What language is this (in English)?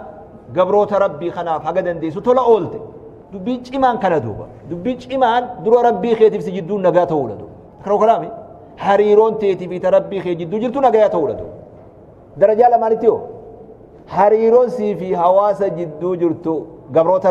Oromo